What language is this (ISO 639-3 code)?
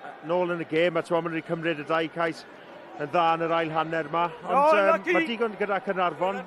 cym